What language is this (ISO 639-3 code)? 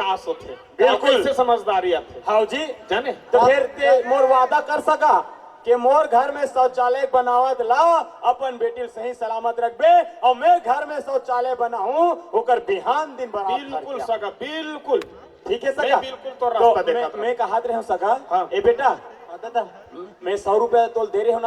hne